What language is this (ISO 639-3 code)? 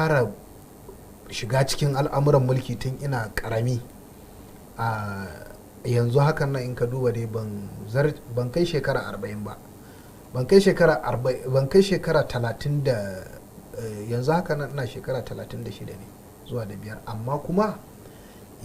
hau